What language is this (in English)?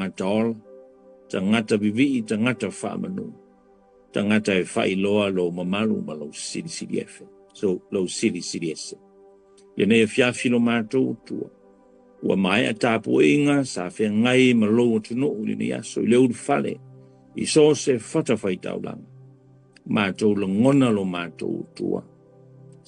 Samoan